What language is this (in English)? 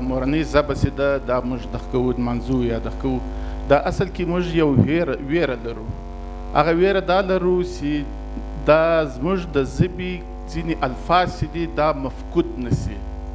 Pashto